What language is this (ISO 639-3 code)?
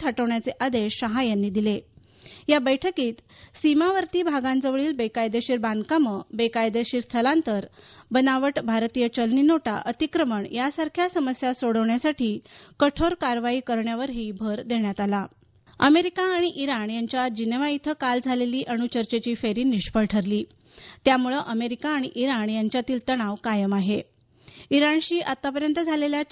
mar